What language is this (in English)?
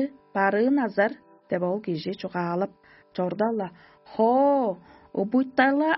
Tuvinian